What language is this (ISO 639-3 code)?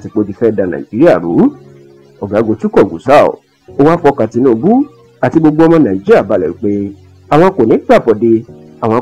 yor